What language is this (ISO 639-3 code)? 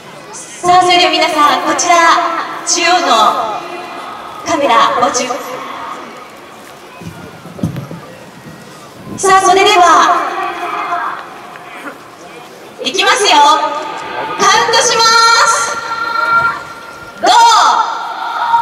jpn